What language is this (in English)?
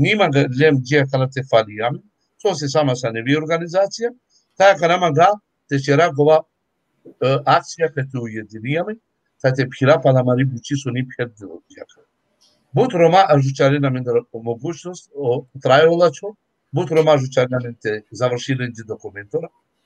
Balkan Romani